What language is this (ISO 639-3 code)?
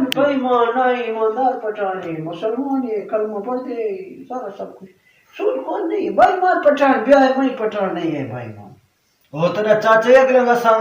skr